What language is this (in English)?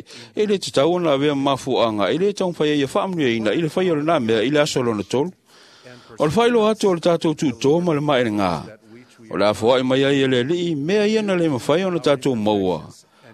Samoan